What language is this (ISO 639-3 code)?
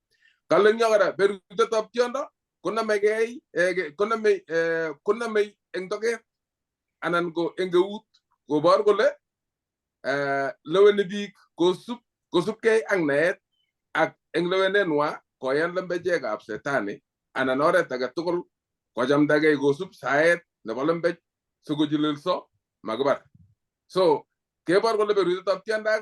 kln